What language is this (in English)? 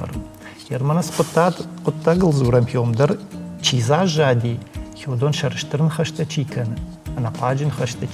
Ossetic